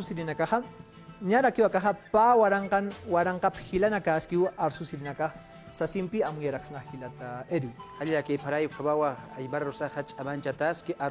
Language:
Aymara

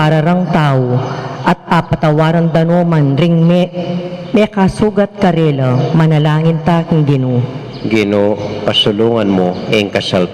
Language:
Pampanga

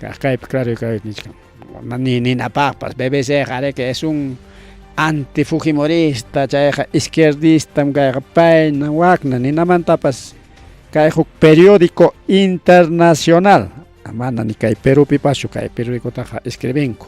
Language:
Ayacucho Quechua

